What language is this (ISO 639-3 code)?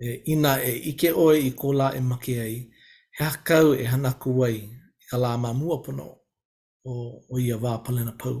haw